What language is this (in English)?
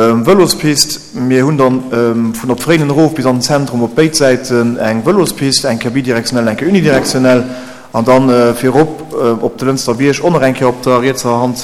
Luxembourgish